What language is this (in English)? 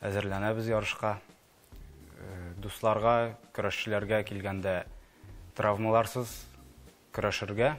Tatar